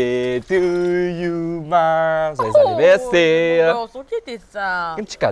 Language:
Morisyen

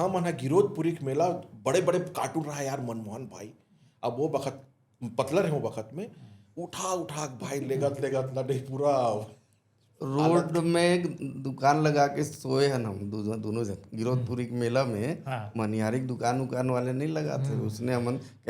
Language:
Chhattisgarhi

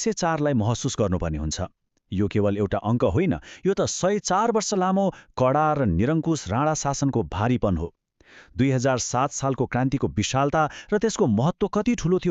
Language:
Nepali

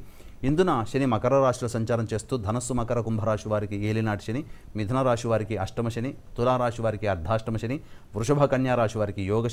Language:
Telugu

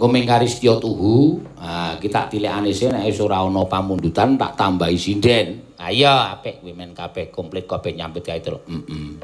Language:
Javanese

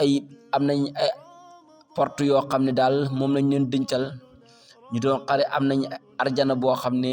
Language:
Wolof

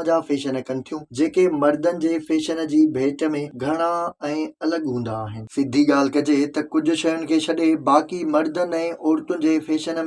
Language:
Sindhi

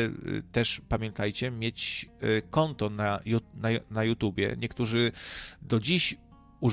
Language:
Polish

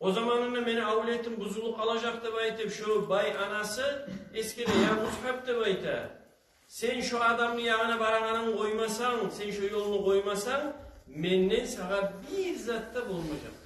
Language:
Kumyk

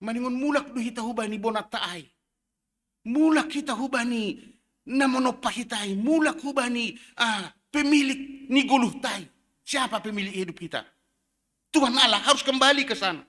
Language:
Batak Simalungun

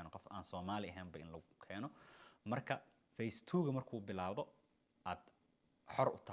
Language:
Somali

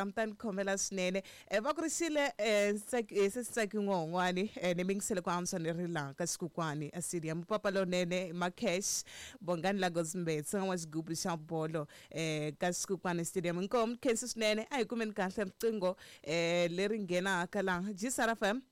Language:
Tsonga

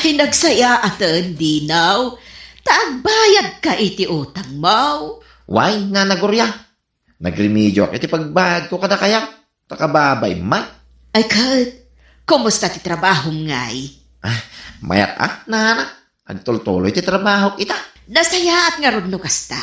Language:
Iloko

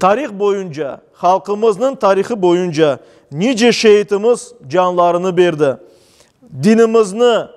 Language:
Crimean Tatar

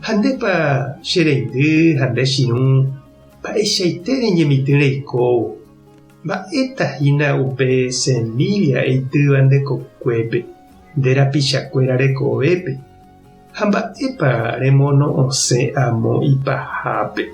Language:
Guarani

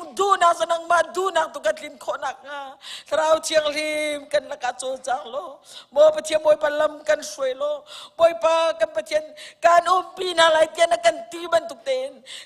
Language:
Hakha Chin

